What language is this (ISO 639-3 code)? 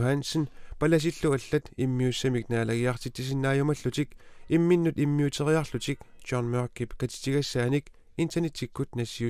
kal